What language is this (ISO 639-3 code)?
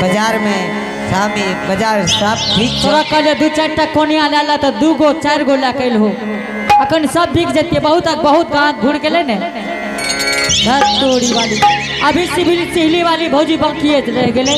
anp